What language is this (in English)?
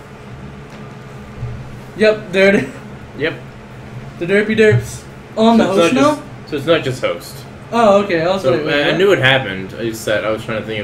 English